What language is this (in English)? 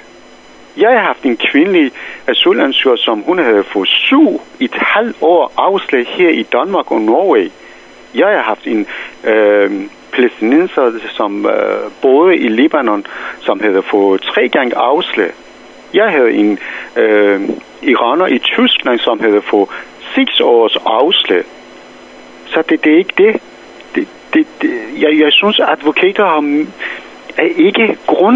Danish